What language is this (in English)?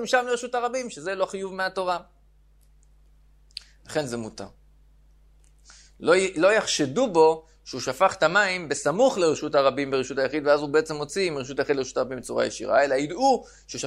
Hebrew